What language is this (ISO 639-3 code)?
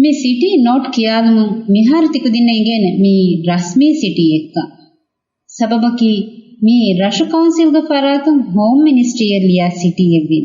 div